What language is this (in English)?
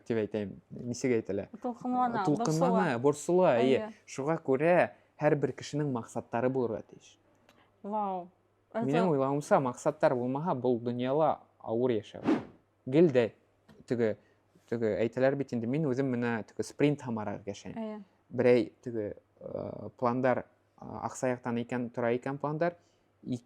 Bashkir